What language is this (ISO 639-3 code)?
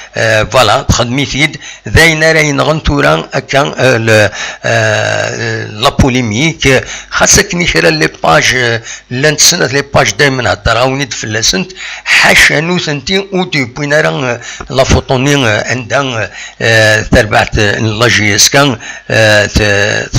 kab